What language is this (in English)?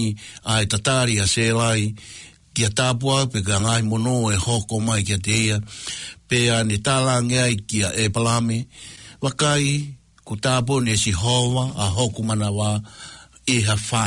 Tongan